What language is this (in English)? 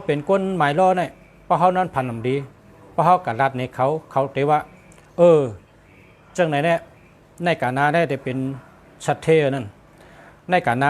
Shan